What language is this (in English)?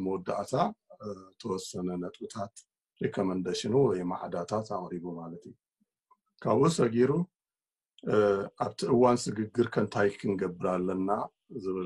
Tigrinya